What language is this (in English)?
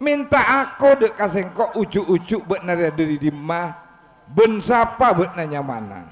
Madurese